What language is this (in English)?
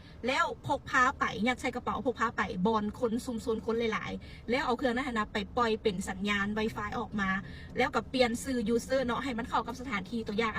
Lao